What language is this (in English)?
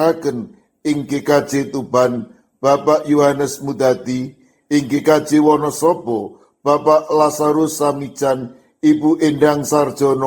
Javanese